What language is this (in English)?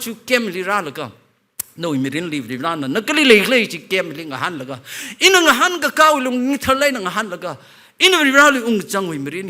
Tangkhul Naga (India)